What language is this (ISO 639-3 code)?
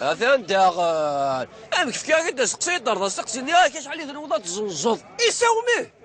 kab